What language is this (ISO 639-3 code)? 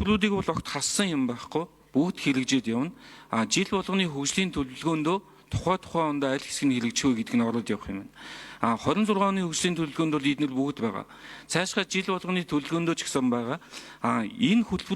mon